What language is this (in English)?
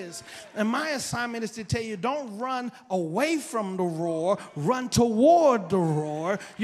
English